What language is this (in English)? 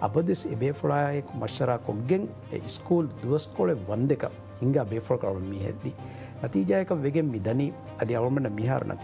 Divehi